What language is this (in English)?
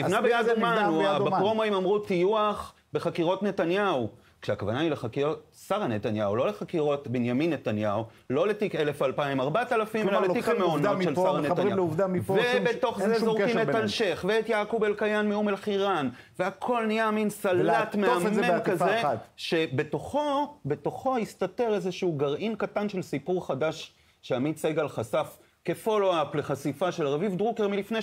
Hebrew